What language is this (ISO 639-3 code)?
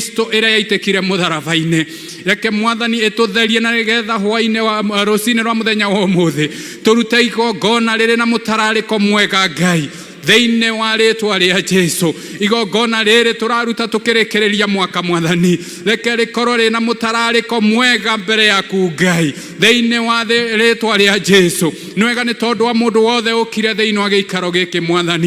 kik